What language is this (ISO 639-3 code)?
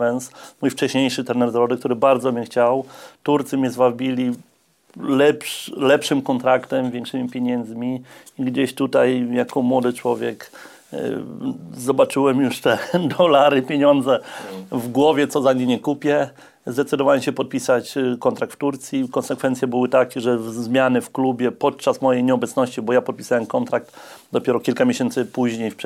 pol